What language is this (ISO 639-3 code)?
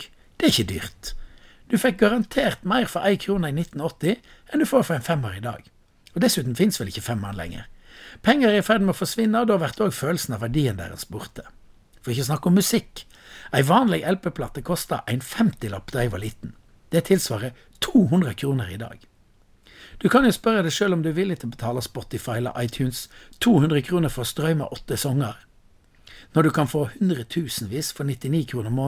nor